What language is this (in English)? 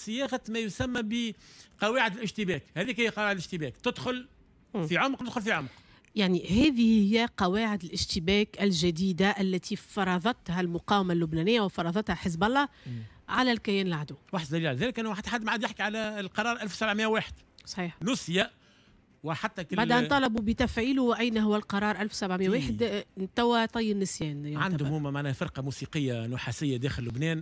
Tunisian Arabic